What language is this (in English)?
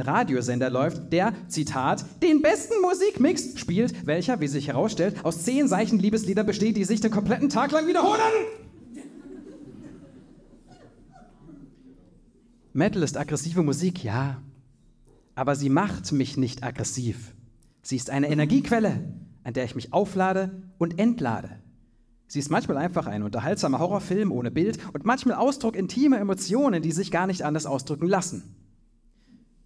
German